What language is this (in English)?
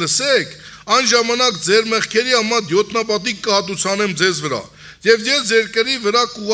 Armenian